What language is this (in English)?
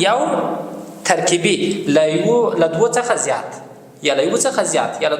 Pashto